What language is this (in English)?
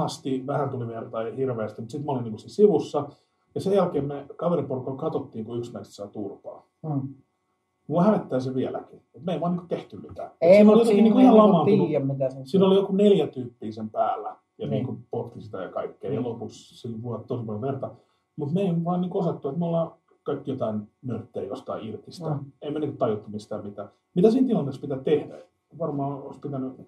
Finnish